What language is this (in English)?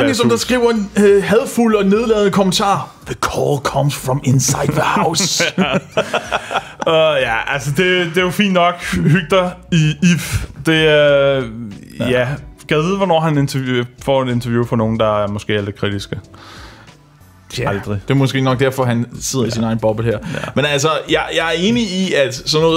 Danish